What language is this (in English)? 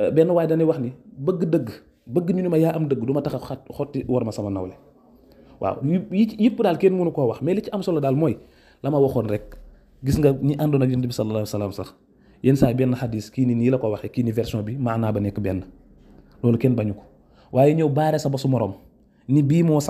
Wolof